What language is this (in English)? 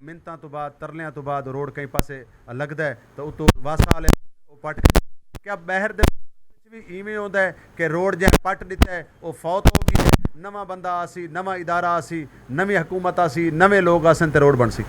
Saraiki